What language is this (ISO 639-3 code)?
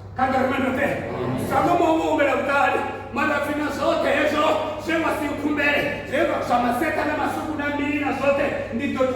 ven